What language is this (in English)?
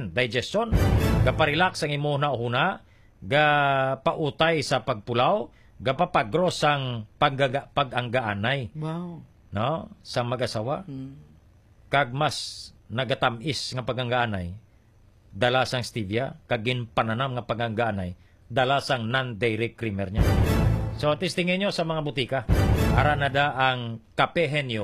Hiligaynon